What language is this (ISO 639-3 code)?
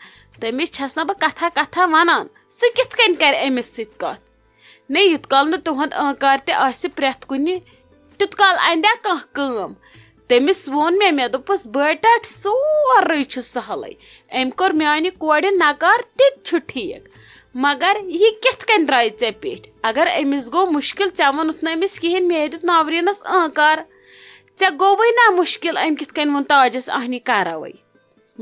kas